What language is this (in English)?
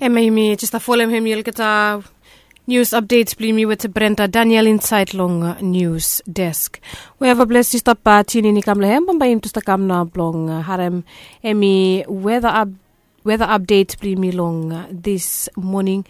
Bislama